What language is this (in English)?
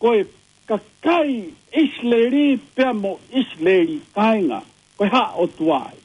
Tongan